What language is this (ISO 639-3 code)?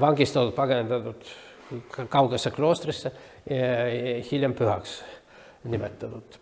est